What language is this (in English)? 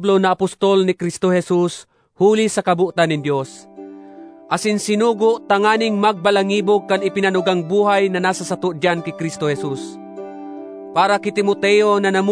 Bikol